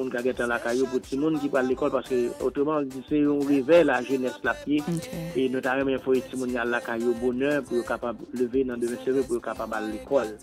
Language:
French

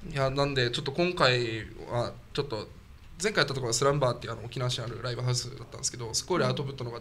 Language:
Japanese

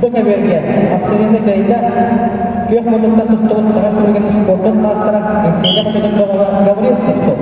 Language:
Yakut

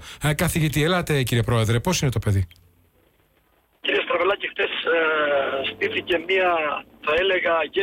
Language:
Greek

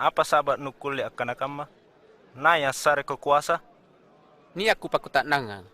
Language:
Makasar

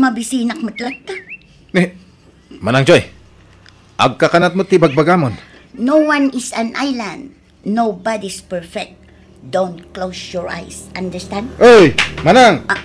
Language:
Iloko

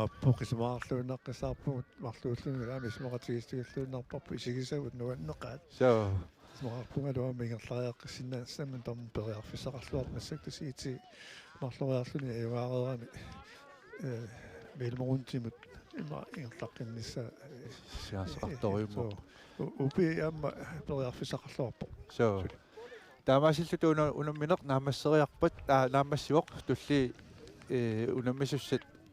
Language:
Kalaallisut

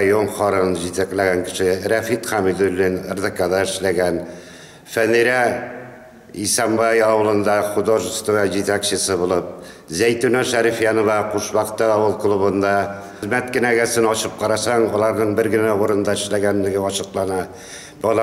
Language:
Tatar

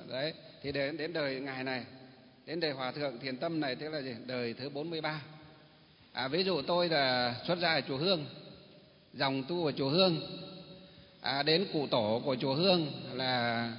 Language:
Vietnamese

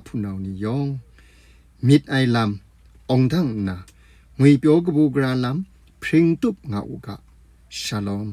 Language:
Kachin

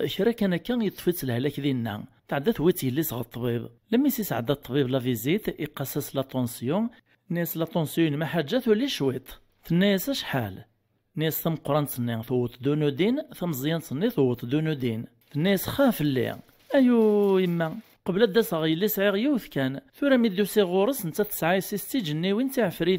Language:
Kabyle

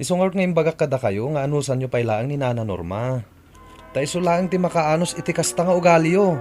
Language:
Iloko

